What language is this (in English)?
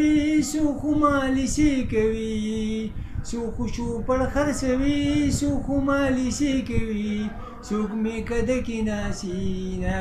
Pashto